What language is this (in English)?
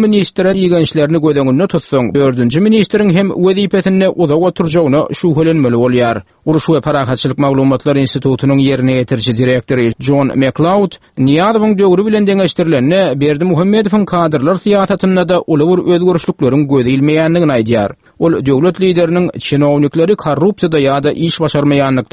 Turkmen